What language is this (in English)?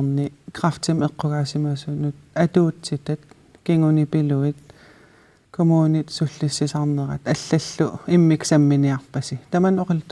Kalaallisut